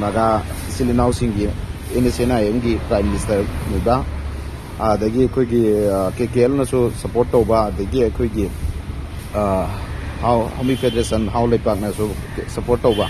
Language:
Manipuri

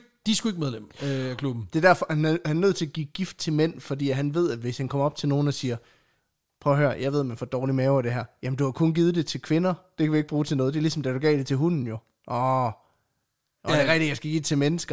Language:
Danish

